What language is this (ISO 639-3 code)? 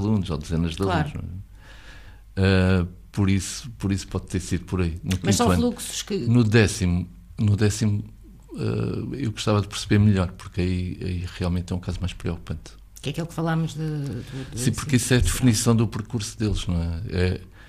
por